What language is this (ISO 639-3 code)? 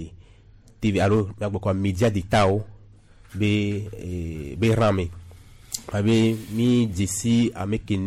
gej